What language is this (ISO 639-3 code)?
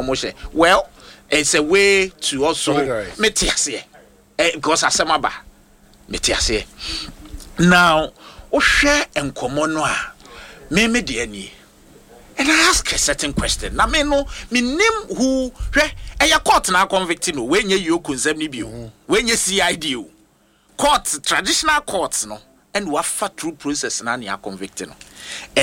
aka